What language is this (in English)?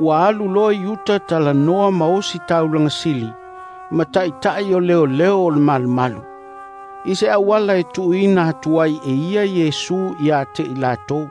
Samoan